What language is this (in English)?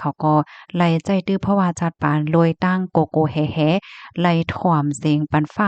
Shan